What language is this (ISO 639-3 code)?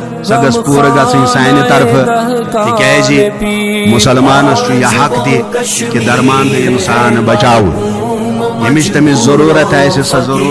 kas